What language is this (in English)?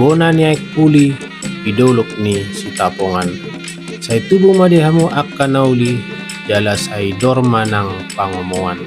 Batak Toba